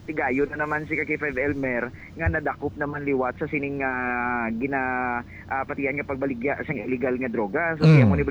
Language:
Hiligaynon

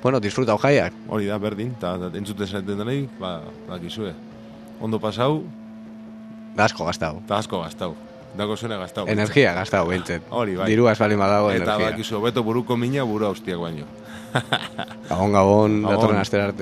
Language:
Basque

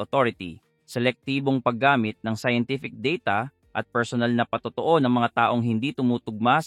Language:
Filipino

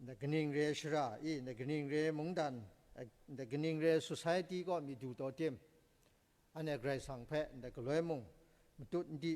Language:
Kachin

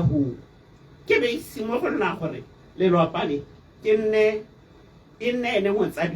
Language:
Tswana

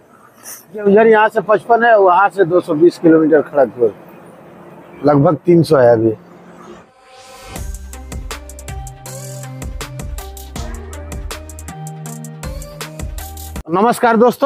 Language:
Hindi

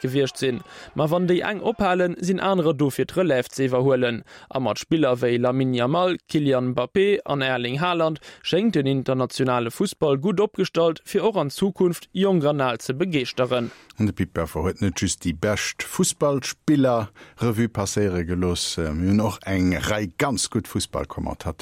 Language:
Luxembourgish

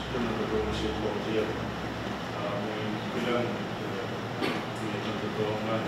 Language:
Pohnpeian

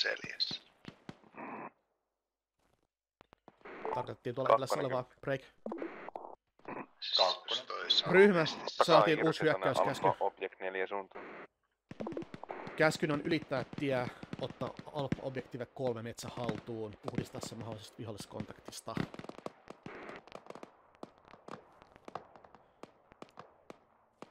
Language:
Finnish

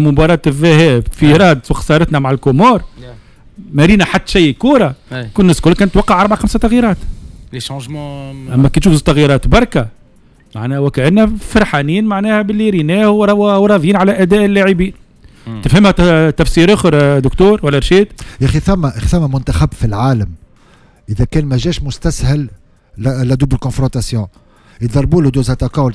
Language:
Tunisian Arabic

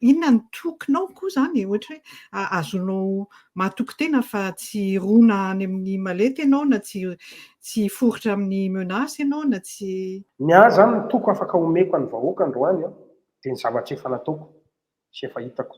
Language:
Malagasy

